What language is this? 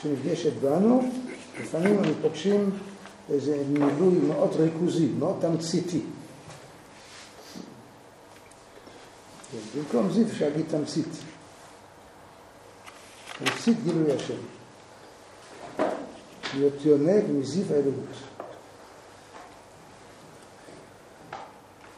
Hebrew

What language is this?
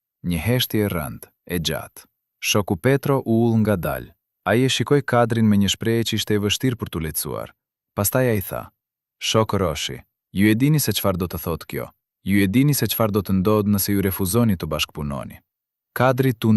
Albanian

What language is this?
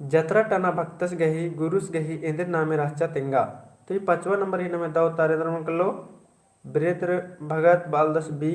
Kurukh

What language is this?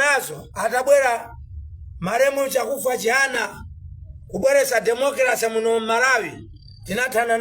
Nyanja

